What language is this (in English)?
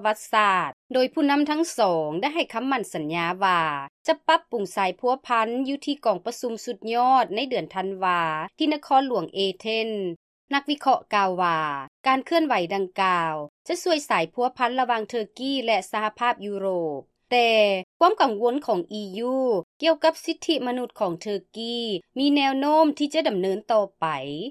Lao